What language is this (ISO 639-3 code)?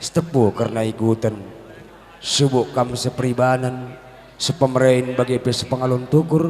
btx